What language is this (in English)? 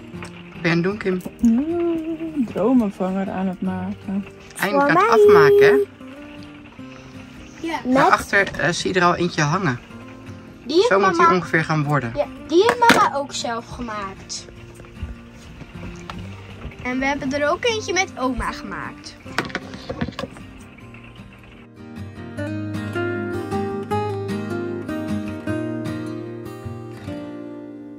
Dutch